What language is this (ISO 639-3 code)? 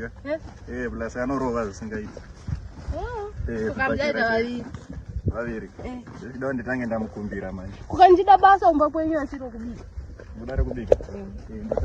sna